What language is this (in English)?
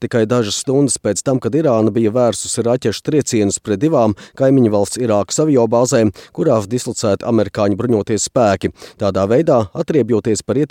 Latvian